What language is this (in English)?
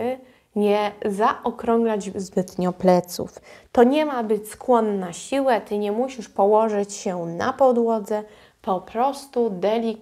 Polish